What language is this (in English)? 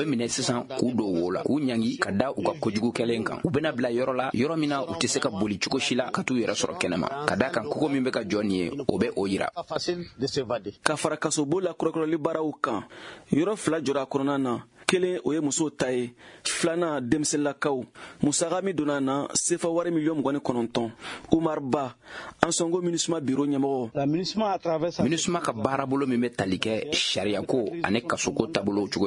Bambara